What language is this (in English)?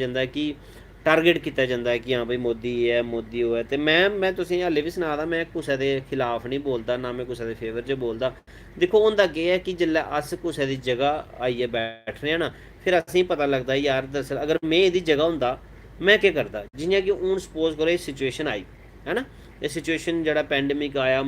Dogri